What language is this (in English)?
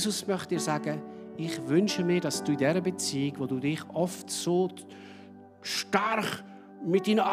Swiss German